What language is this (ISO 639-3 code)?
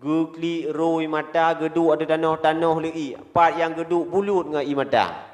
ace